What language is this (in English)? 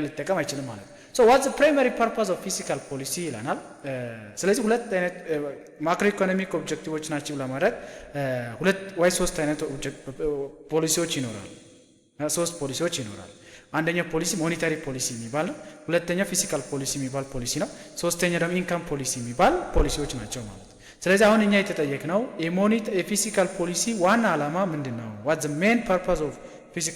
Amharic